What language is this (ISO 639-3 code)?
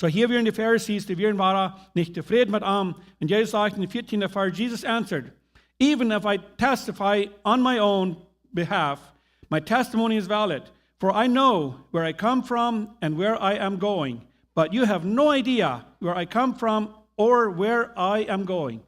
pdt